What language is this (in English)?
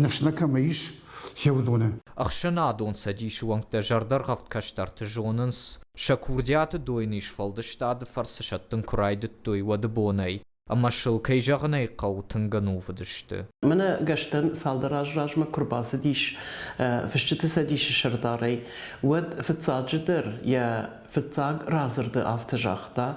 Ossetic